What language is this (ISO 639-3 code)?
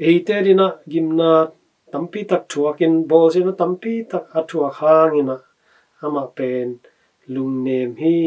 ctd